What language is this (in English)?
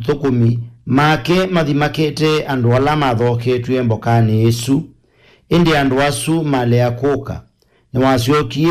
Kamba